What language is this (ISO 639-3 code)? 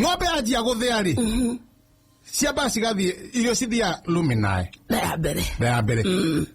kik